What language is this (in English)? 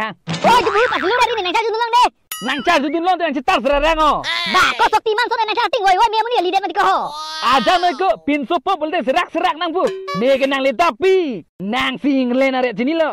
Karbi